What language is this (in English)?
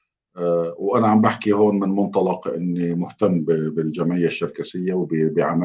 North Levantine Arabic